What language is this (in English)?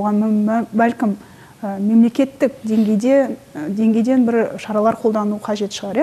Kazakh